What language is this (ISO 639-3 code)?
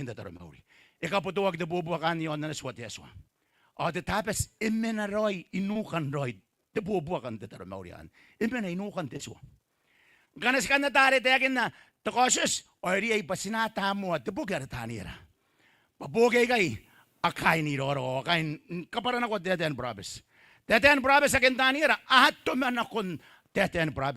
gil